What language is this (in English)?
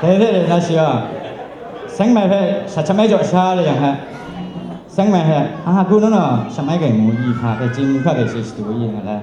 Kachin